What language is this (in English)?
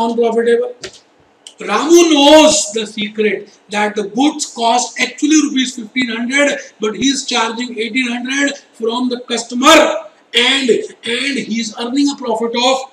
Hindi